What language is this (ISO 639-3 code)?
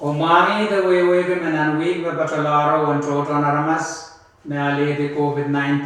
pon